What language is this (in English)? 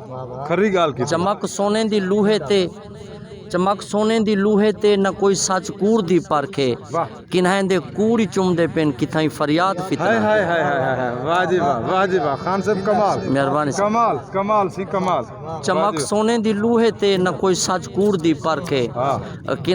Saraiki